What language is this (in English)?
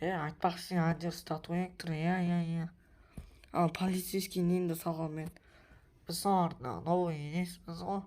Kazakh